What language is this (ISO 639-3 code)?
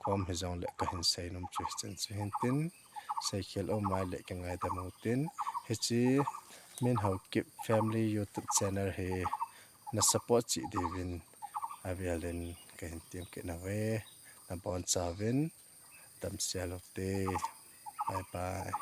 tcz